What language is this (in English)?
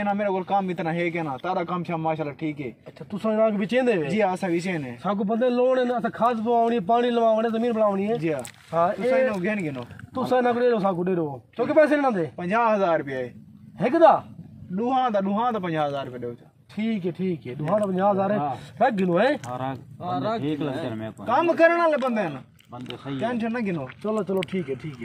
Saraiki